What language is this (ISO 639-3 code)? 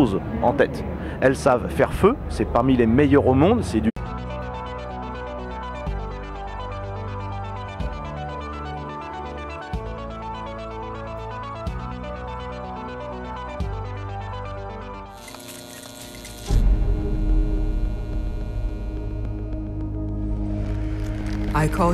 fra